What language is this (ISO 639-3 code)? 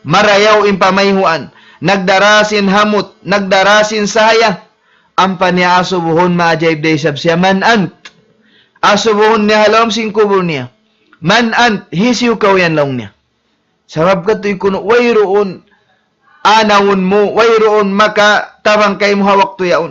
tsg